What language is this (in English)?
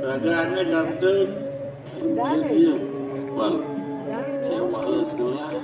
Balinese